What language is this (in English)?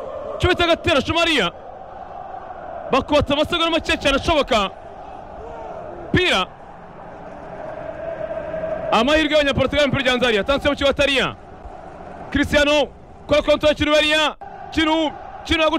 Kinyarwanda